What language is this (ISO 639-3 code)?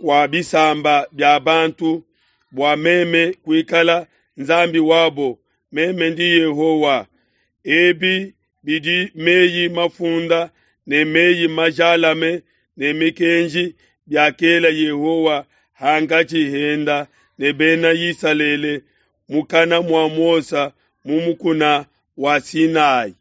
lua